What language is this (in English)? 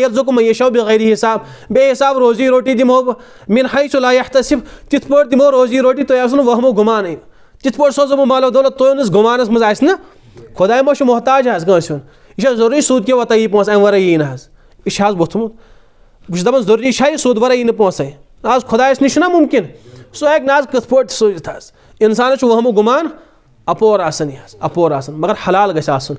Kashmiri